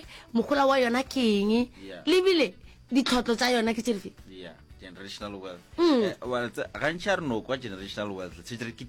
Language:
Northern Sotho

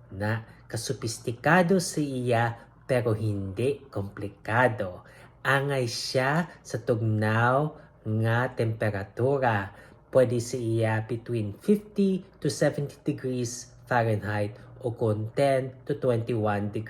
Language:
Hiligaynon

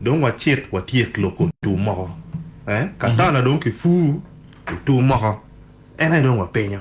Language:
Acoli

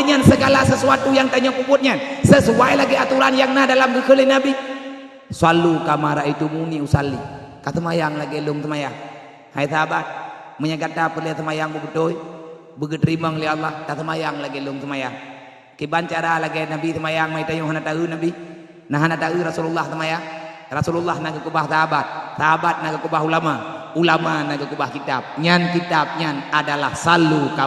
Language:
Achinese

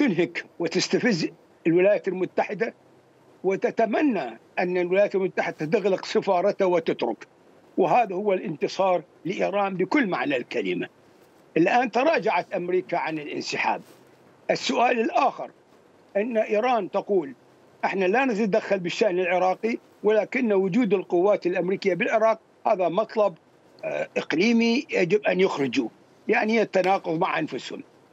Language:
Mesopotamian Arabic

